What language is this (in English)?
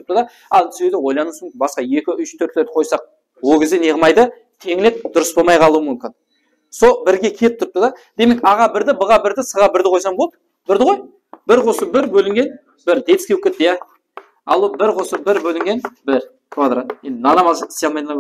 Kara-Kalpak